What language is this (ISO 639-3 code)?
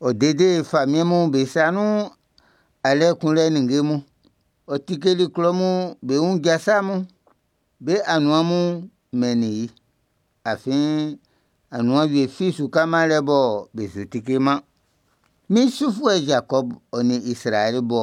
bci